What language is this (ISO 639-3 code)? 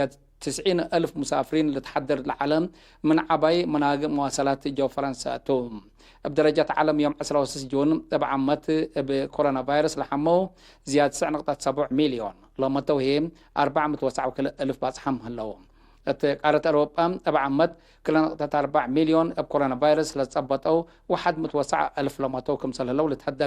tig